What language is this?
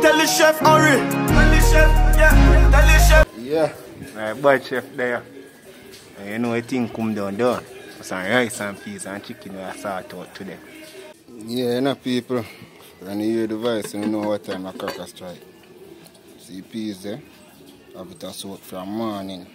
Jamaican Creole English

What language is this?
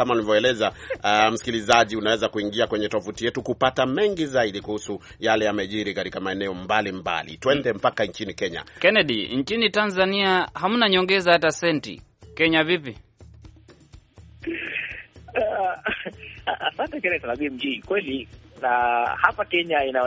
Swahili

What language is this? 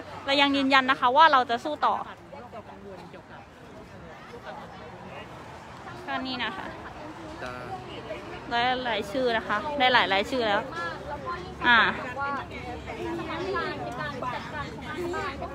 Thai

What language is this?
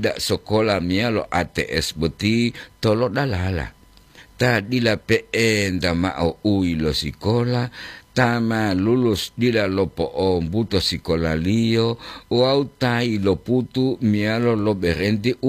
Gorontalo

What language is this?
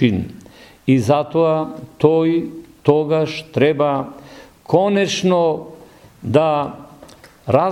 Macedonian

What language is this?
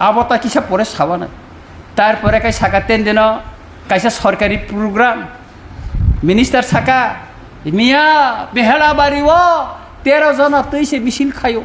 Kok Borok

